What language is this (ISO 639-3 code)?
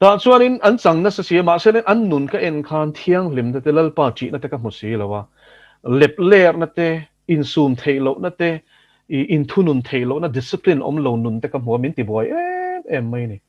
lus